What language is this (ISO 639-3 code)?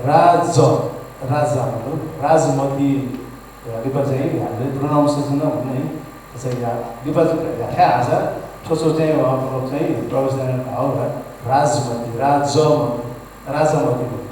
new